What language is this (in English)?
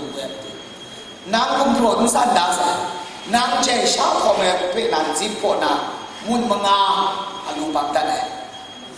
Kachin